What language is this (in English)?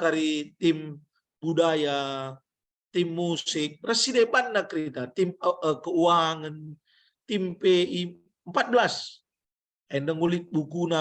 Batak Karo